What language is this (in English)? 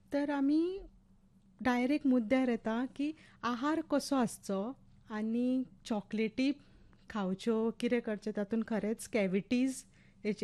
Konkani